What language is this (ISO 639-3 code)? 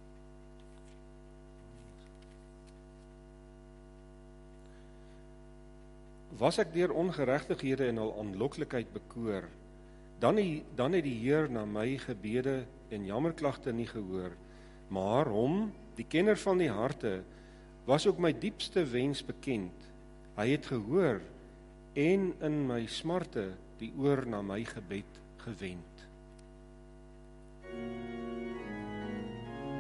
afr